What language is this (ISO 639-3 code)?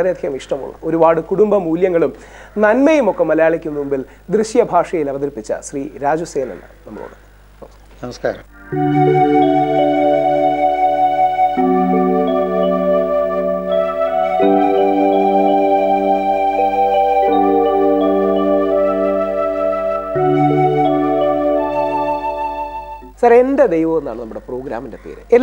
mal